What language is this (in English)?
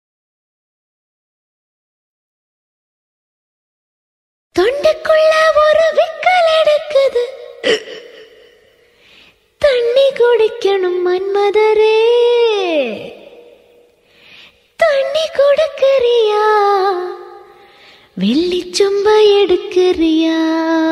Tamil